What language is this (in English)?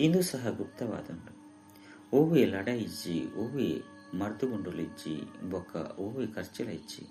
Tulu